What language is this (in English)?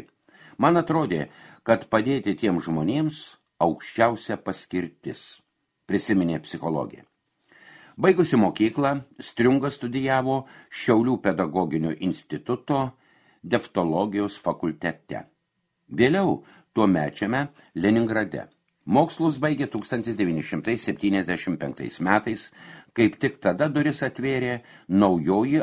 Lithuanian